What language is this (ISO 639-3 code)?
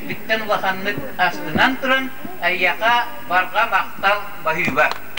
sah